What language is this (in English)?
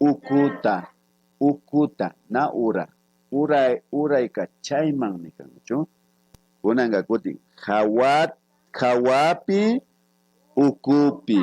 Imbabura Highland Quichua